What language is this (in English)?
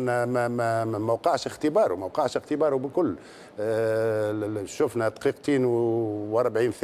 Tunisian Arabic